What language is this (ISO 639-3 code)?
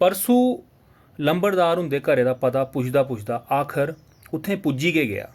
doi